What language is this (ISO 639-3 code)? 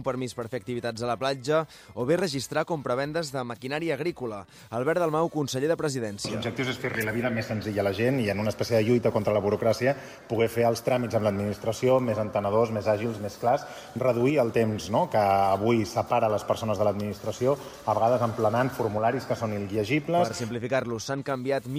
cat